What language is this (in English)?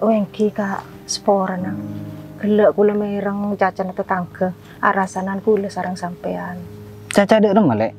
Madurese